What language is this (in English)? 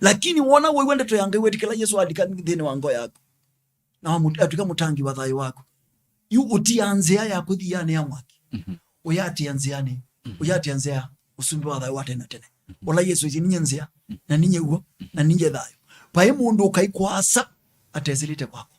Kamba